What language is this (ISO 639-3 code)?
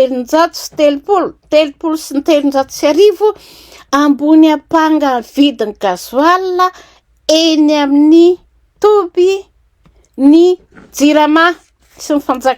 mlg